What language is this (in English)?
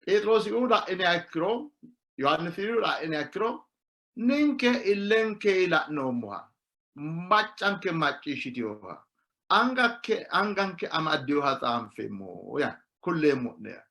Sidamo